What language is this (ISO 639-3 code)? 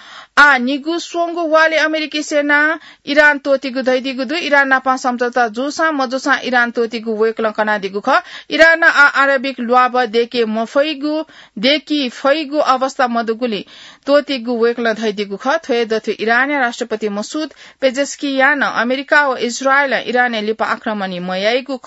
new